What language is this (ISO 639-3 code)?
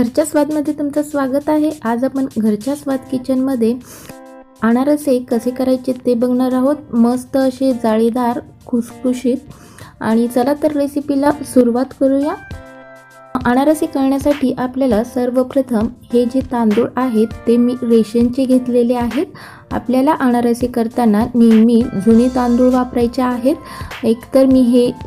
mar